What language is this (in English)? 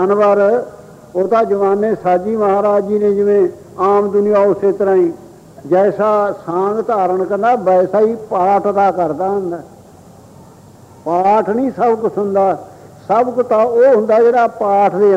Punjabi